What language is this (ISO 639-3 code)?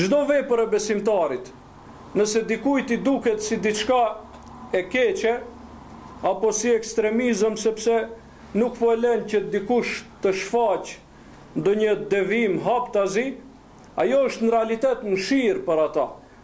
sqi